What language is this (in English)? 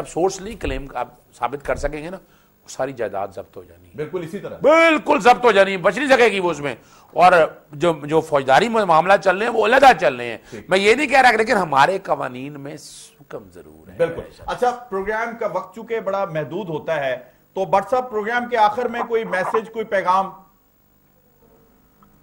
Urdu